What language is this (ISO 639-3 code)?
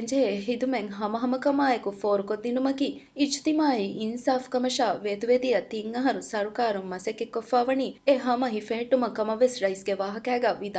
div